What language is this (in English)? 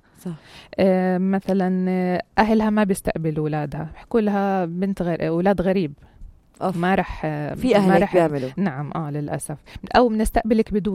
North Levantine Arabic